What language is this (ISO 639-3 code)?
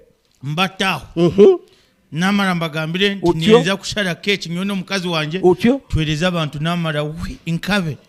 nyn